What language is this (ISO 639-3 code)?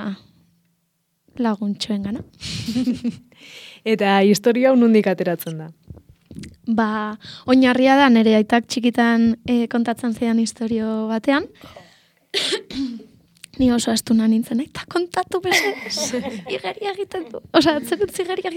eus